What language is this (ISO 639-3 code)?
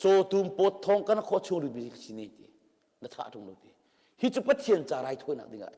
cnh